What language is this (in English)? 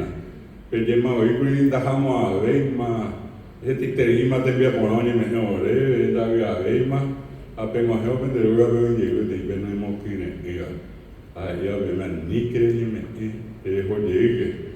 Guarani